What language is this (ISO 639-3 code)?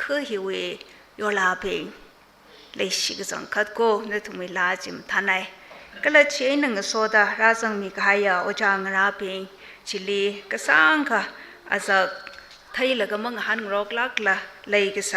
nmf